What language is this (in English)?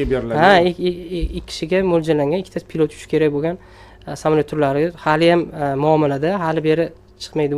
Uzbek